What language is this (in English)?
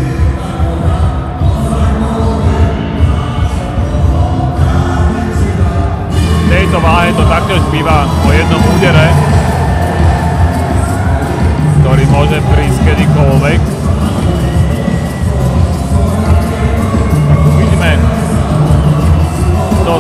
Slovak